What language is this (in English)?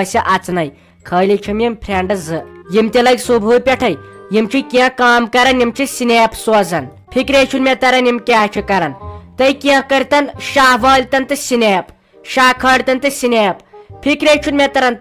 Kashmiri